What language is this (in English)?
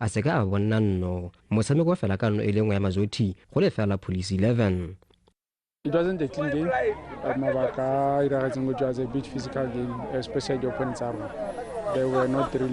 Tswana